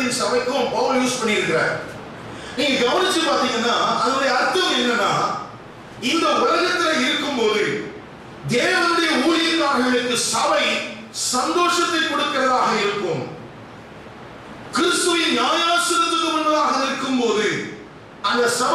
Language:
Tamil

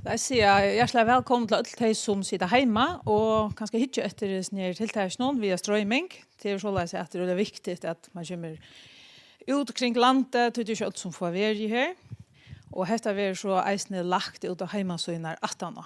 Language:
Faroese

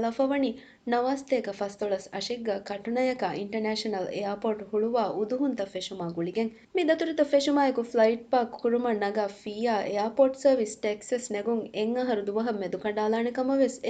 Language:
Divehi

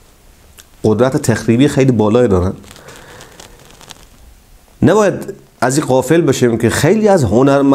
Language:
Persian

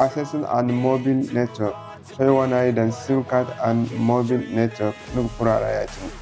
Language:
Zarma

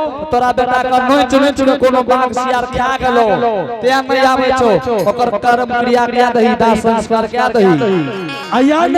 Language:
Angika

